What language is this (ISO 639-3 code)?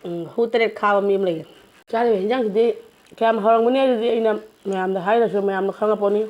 mni